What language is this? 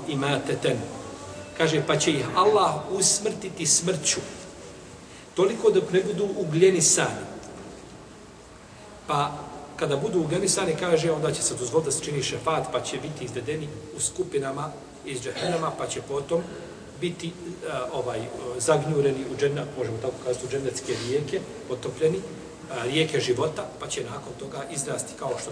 Bosnian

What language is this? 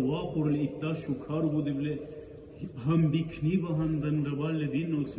Dargwa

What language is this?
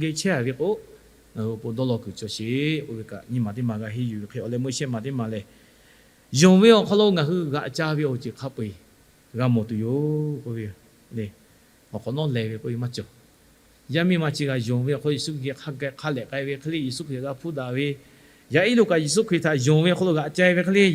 Lahu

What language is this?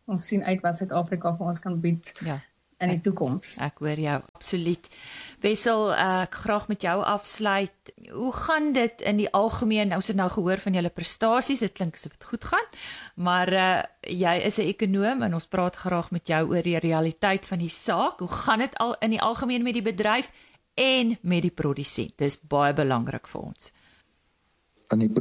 Afrikaans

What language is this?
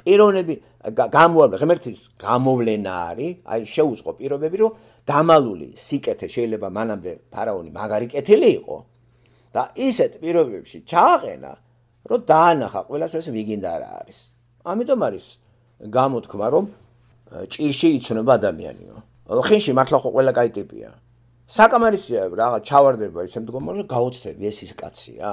Georgian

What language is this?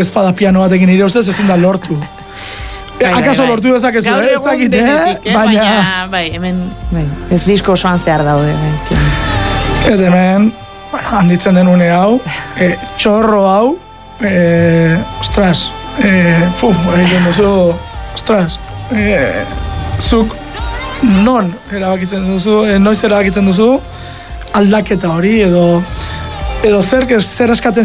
Basque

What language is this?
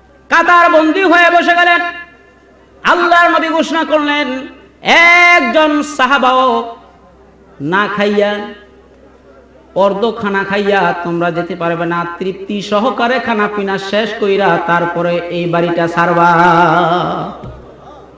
Bangla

